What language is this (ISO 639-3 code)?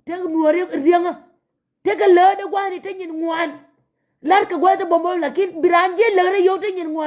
nus